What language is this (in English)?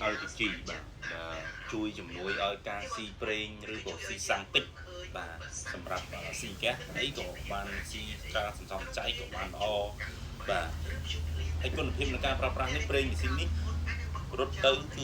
Khmer